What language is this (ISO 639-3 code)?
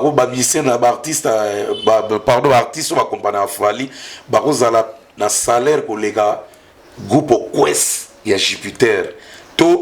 lin